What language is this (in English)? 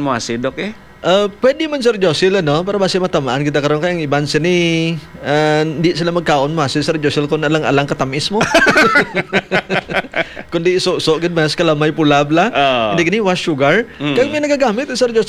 Hiligaynon